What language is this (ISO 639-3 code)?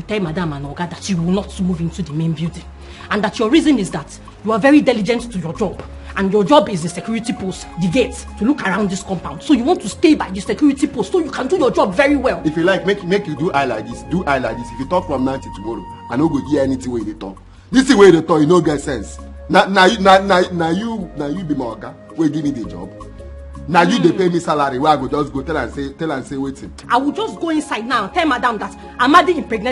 pcm